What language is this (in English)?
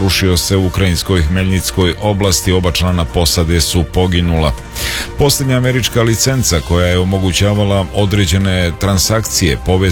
Serbian